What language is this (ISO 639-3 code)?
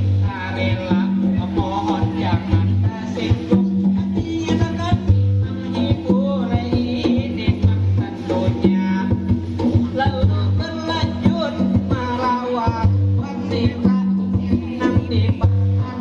bjn